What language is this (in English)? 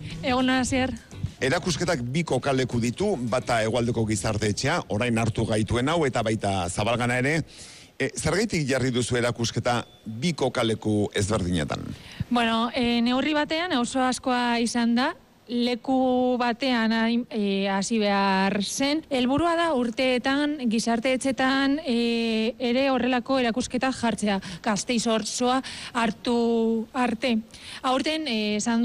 Basque